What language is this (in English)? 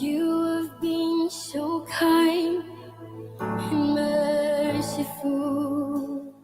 Gilbertese